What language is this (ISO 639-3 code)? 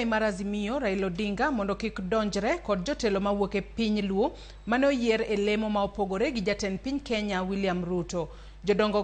luo